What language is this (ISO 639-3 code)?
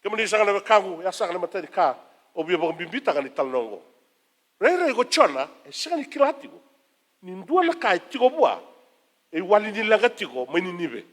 fij